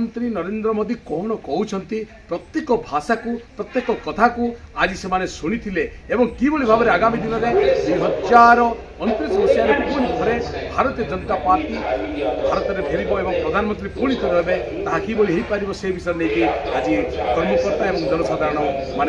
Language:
Odia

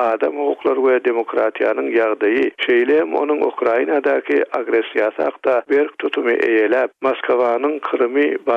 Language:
Turkmen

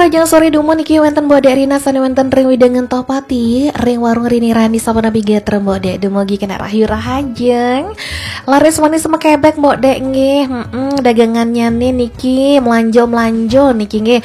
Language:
Balinese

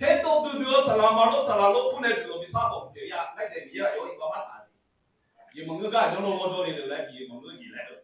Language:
Akha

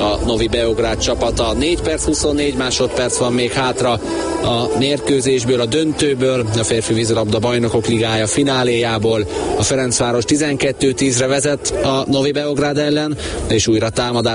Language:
Hungarian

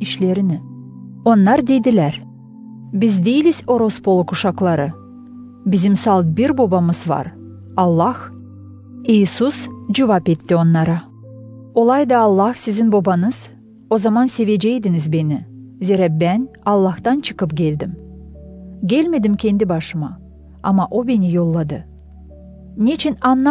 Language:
Gagauz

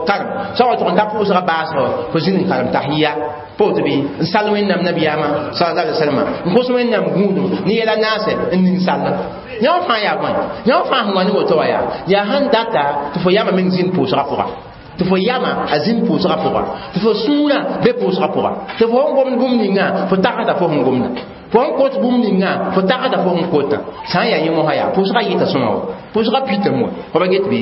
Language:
Mossi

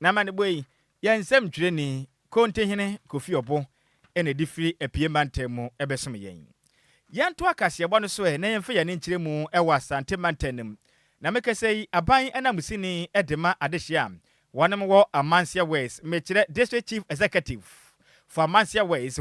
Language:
Akan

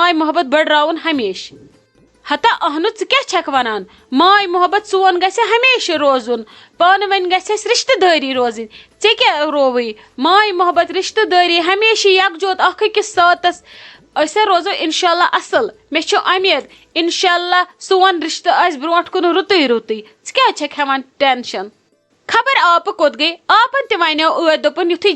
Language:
Kashmiri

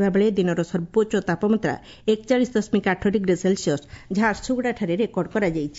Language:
Odia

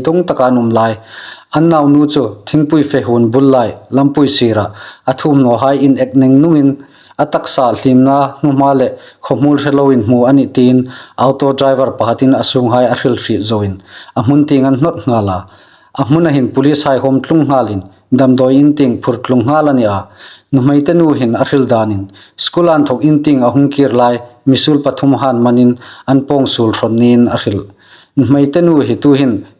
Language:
Hmar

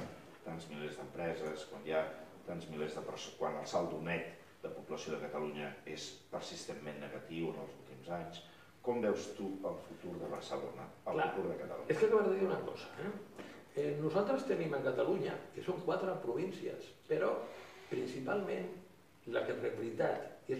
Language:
Catalan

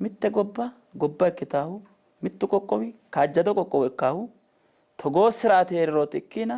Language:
Sidamo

